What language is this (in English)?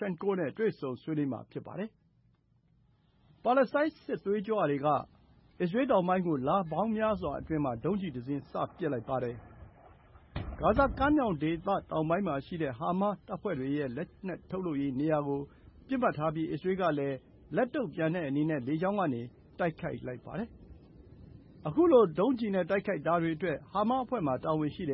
Burmese